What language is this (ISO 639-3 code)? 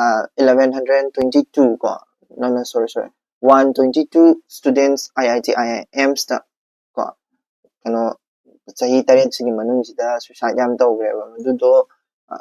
mni